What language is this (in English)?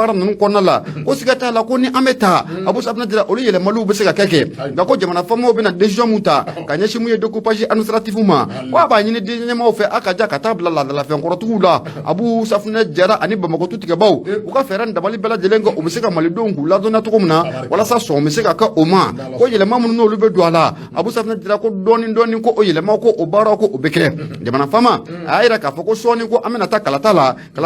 Bambara